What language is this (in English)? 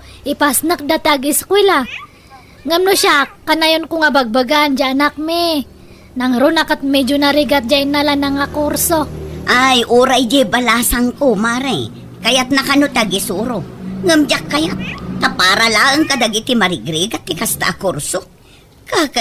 Iloko